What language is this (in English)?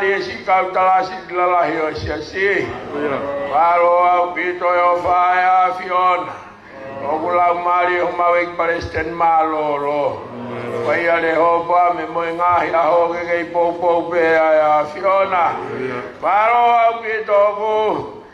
Tongan